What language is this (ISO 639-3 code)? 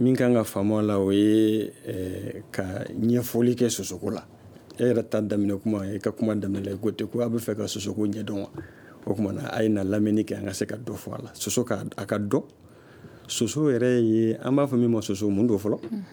bam